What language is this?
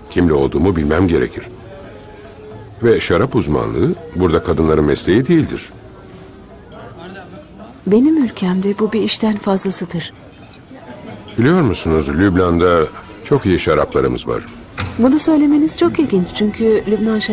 Turkish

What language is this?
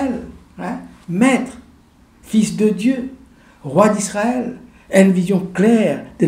Morisyen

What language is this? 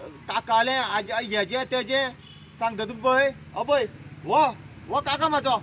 Konkani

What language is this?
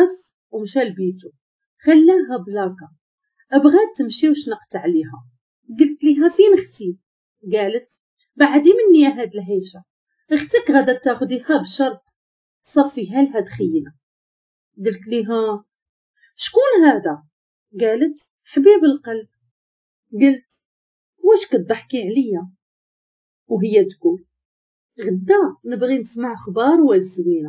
Moroccan Arabic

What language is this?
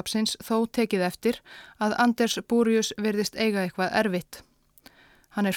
Icelandic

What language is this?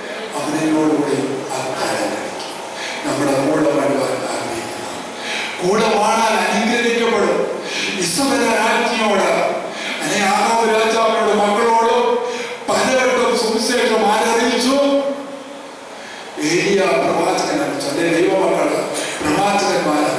Malayalam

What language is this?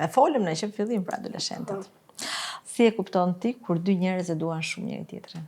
Albanian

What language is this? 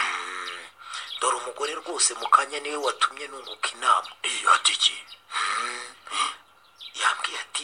Kinyarwanda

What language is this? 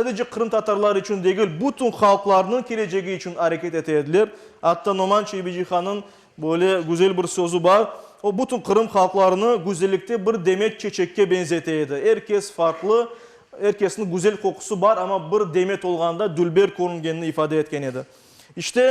Crimean Tatar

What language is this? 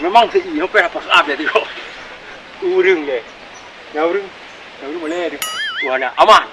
Achinese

